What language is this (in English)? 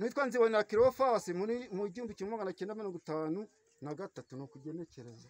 Kinyarwanda